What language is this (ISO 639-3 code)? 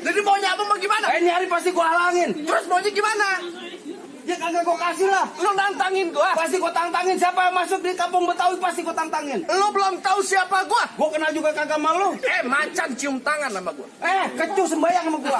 bew